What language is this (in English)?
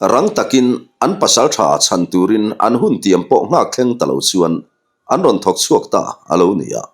Mizo